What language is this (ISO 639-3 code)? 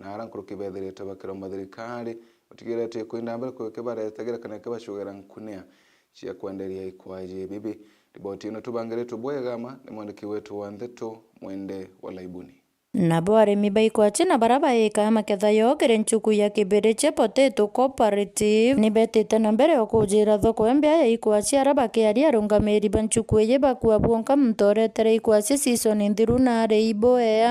mer